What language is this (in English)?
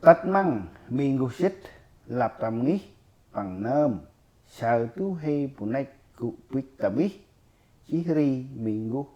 Central Mnong